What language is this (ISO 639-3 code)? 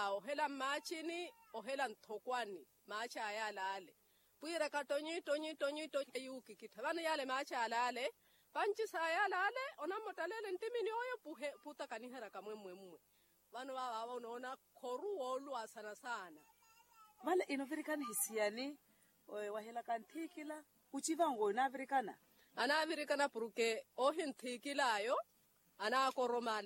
vmw